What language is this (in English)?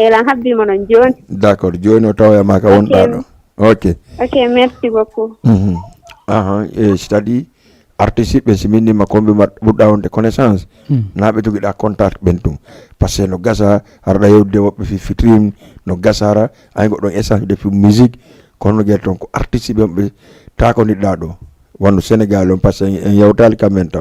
Fula